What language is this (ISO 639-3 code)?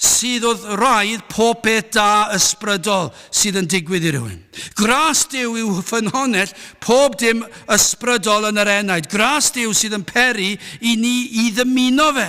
cym